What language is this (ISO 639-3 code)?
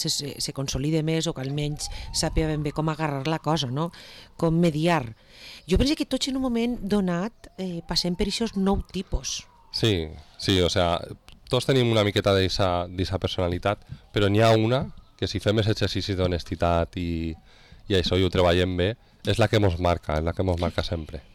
cat